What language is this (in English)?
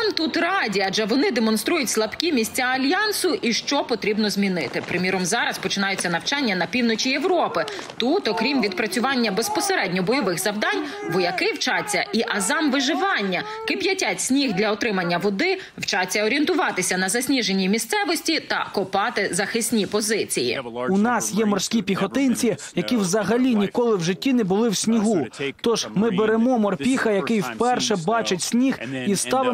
Ukrainian